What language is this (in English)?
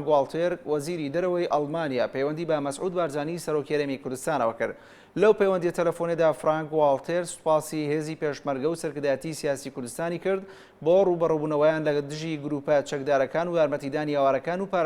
Central Kurdish